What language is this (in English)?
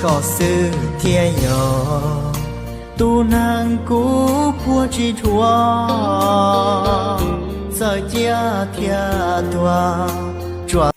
Hmong